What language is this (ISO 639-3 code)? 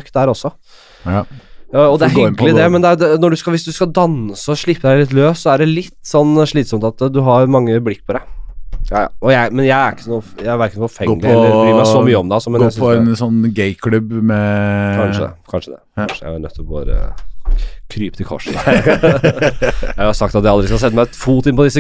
nor